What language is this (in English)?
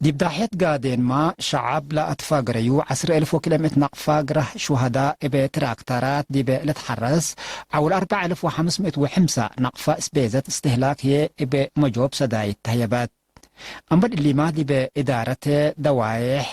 Tigre